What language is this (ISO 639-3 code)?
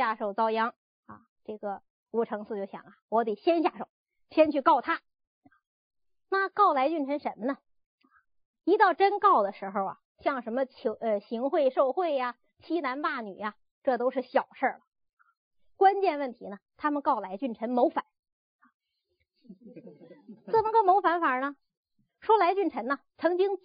zho